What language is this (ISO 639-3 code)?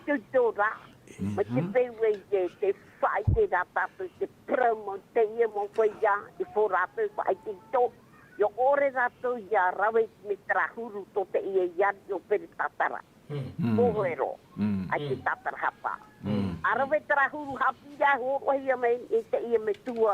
tah